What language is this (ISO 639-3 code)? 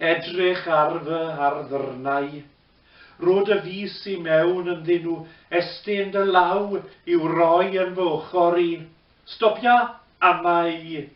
cym